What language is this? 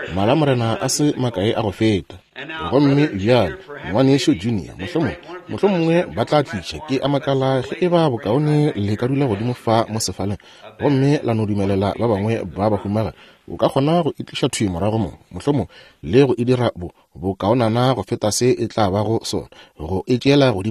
Northern Sotho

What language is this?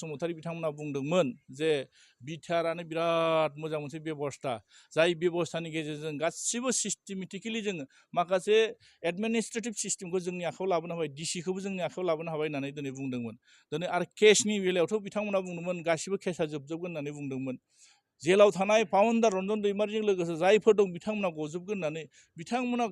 Bodo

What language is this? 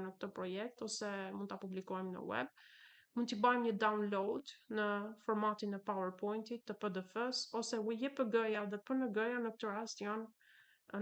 Albanian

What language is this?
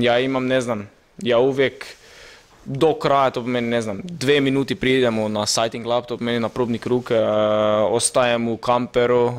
Croatian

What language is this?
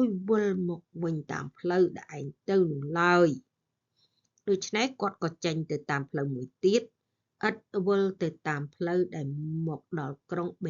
Khmer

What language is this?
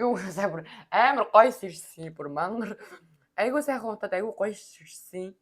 Mongolian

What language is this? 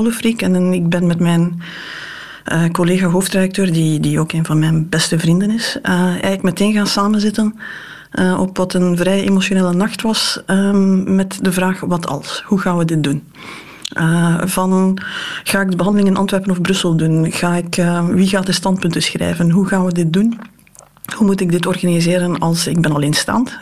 Dutch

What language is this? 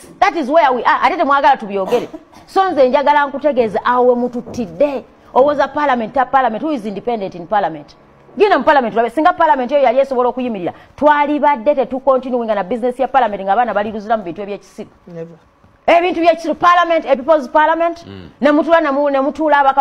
Ganda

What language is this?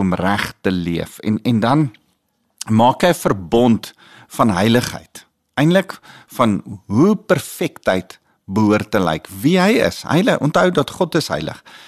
Afrikaans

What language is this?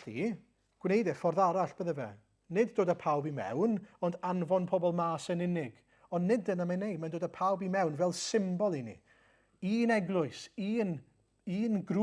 Welsh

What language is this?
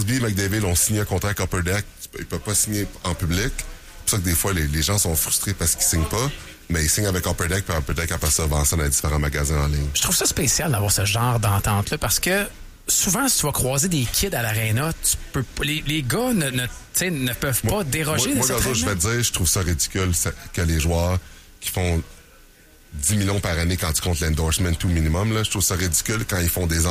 French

